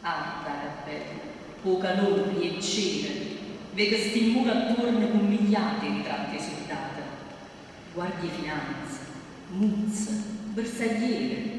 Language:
Neapolitan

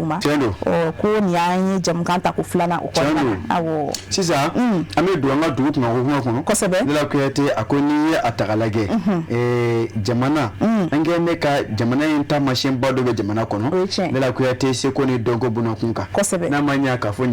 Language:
Bambara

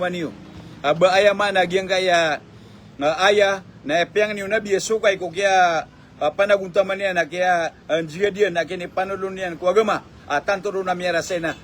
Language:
Maranao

